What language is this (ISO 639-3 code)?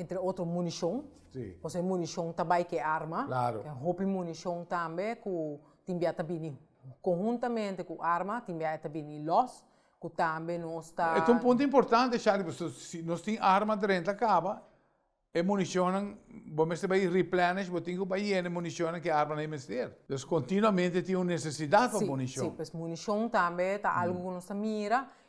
pap